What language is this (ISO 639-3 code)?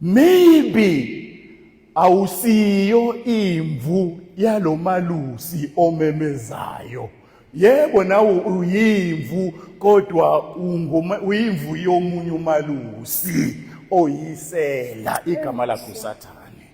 zul